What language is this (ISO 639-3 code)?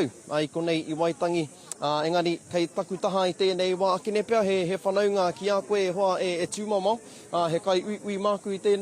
mri